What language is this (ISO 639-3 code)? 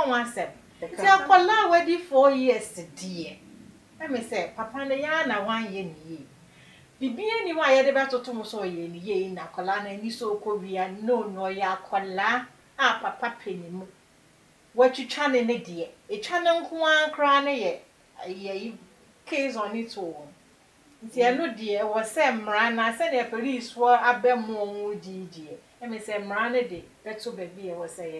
aka